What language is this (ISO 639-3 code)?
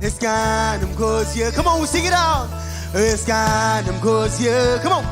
mah